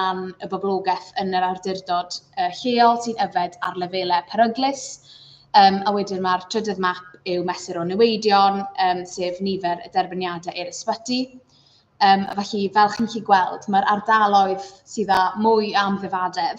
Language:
Welsh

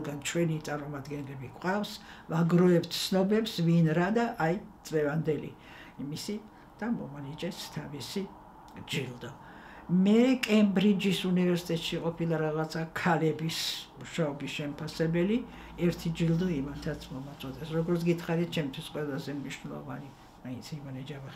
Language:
Georgian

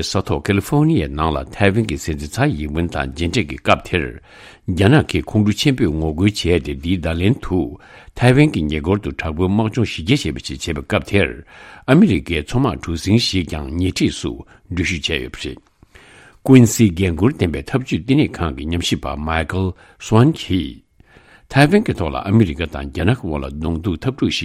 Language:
Tibetan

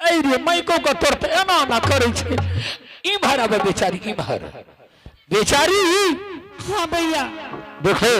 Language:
Angika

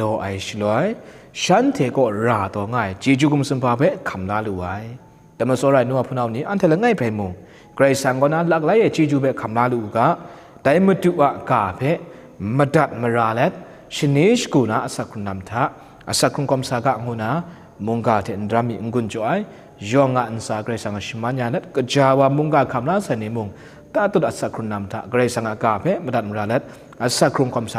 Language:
Kachin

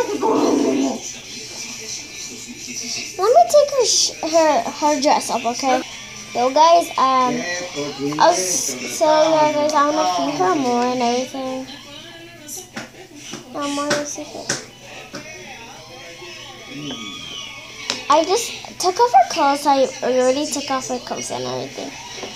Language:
English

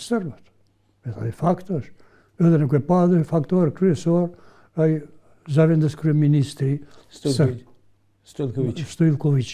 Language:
Albanian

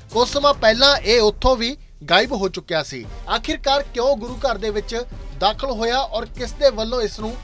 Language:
Punjabi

